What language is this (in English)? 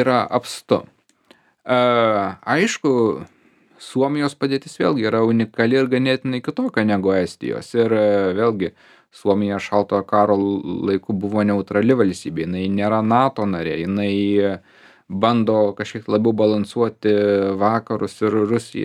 Lithuanian